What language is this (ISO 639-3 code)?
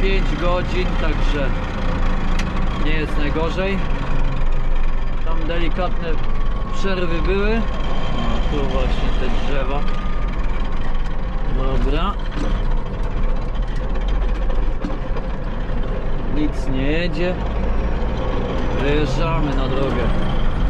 pol